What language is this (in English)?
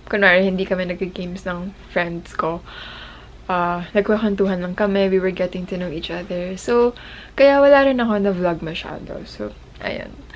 Filipino